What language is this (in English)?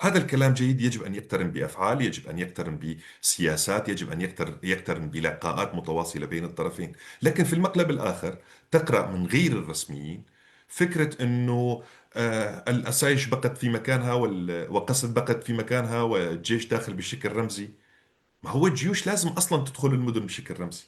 North Levantine Arabic